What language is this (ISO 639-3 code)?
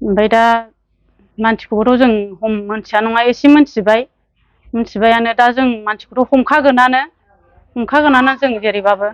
brx